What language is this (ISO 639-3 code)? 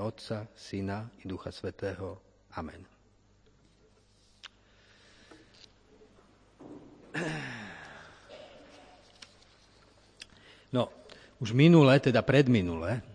slk